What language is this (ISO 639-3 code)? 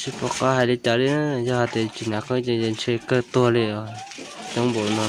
hmn